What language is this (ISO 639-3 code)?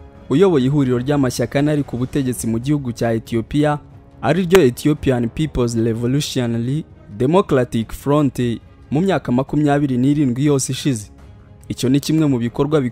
kin